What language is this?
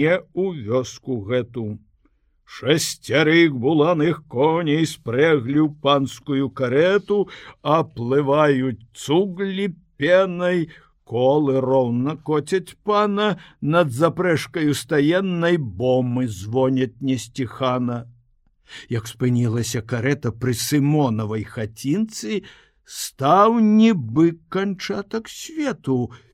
Belarusian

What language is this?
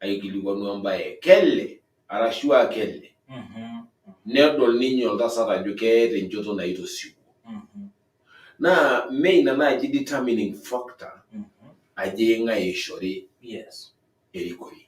Masai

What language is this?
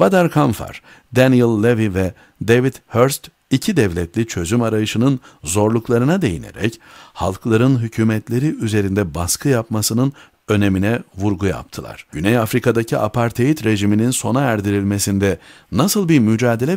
Turkish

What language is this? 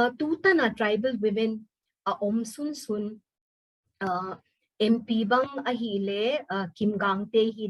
Paite Chin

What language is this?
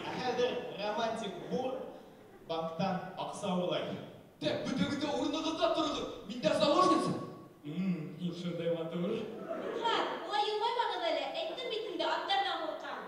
Bashkir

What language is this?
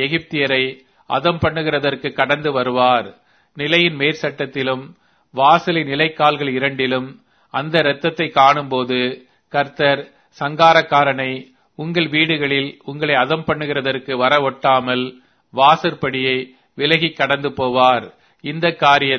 Tamil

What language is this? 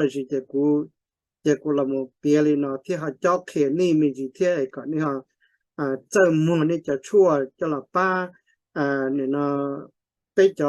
Hmong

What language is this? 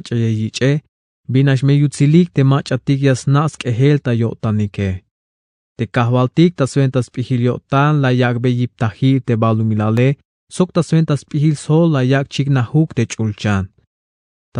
Tzeltal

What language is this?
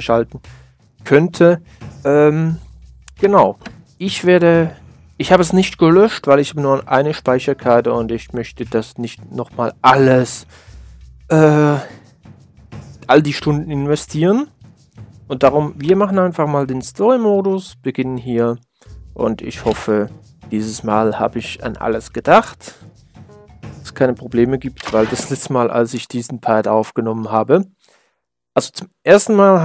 German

